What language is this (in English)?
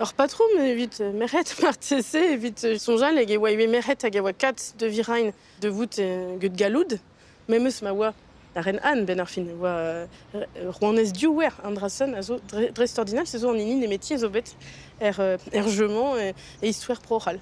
Breton